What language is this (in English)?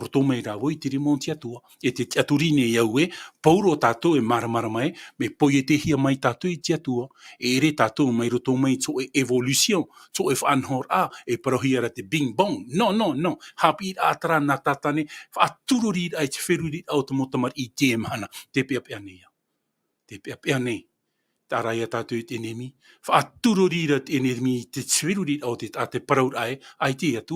Tahitian